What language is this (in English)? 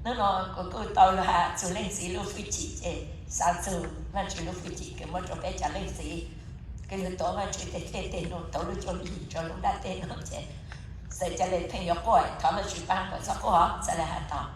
Hmong